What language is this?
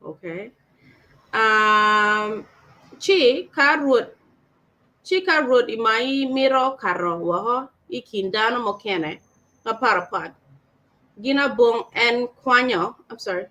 Acoli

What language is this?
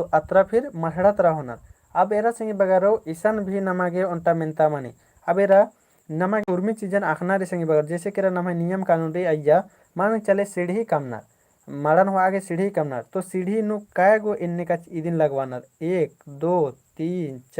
Kurukh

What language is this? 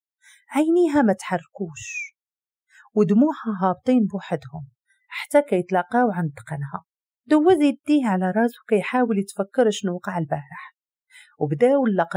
Moroccan Arabic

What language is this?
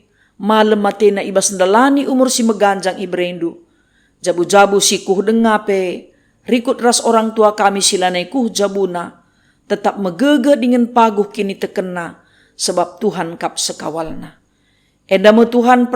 Batak Karo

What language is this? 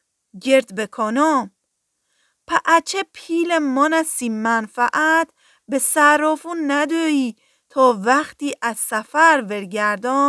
Gilaki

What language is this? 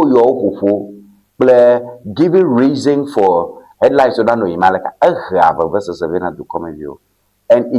Ewe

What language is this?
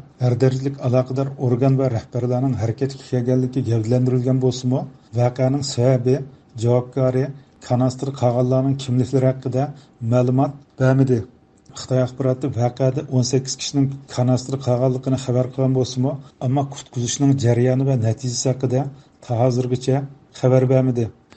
Uyghur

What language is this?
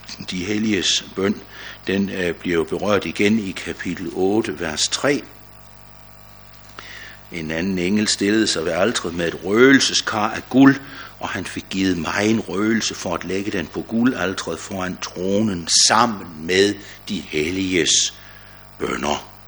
Danish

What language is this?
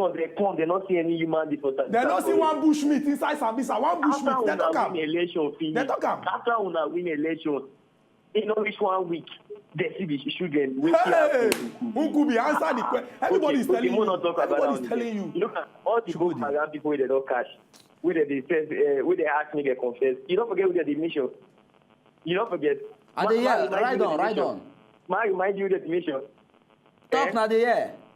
Nigerian Pidgin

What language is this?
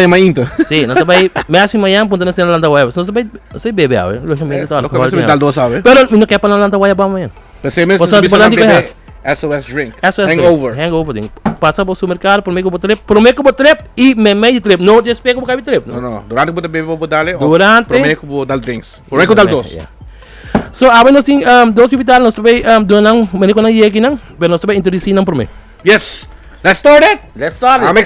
Papiamento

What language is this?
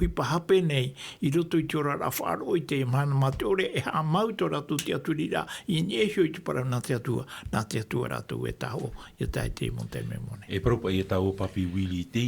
Tahitian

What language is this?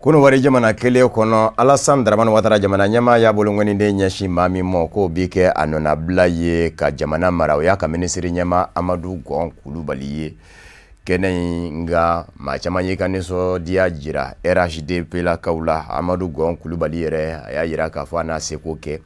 Bambara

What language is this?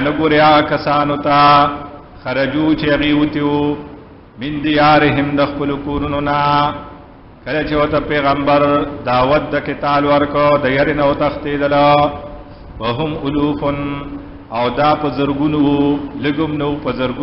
Pashto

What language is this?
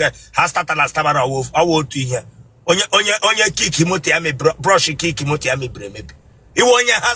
Igbo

